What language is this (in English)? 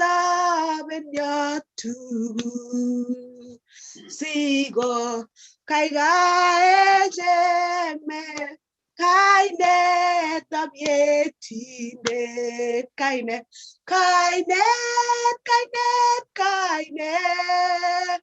Kalenjin